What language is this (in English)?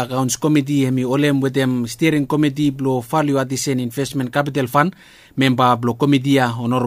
Bislama